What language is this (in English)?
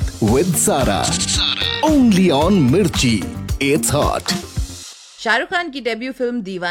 Hindi